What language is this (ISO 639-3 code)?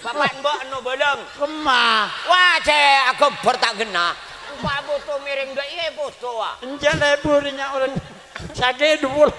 mad